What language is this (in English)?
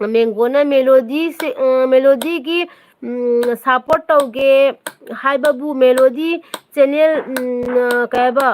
Manipuri